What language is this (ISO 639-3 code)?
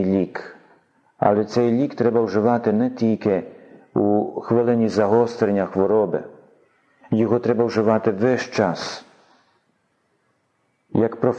ukr